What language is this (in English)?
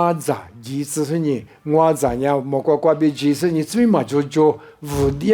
Lisu